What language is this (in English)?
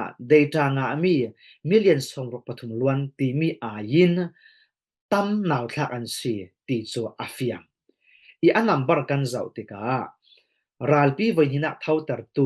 Falam Chin